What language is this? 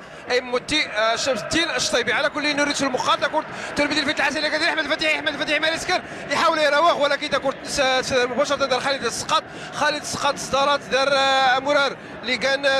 Moroccan Arabic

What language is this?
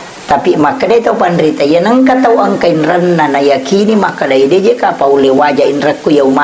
Buginese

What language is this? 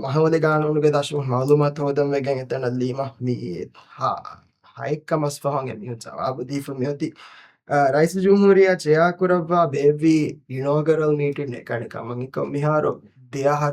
Divehi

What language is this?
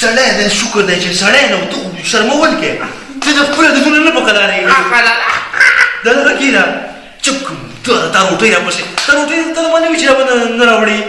Pashto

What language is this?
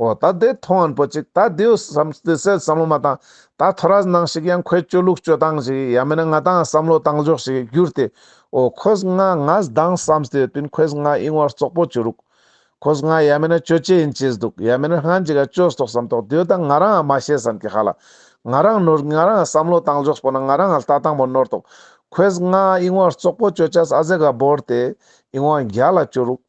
Ladakhi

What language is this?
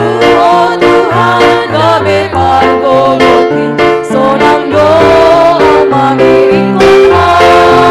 Batak Simalungun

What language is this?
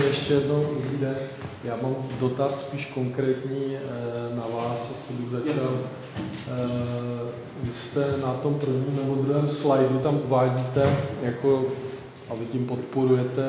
Czech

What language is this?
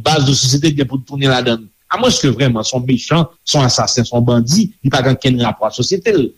Haitian Creole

